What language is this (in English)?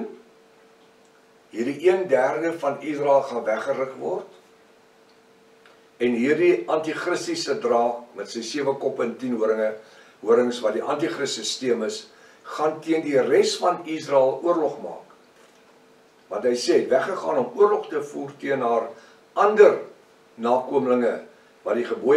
Afrikaans